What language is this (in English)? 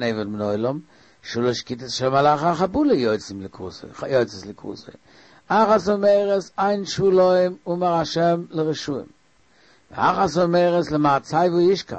Yiddish